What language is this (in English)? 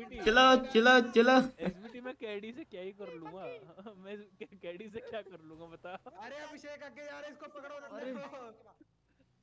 Hindi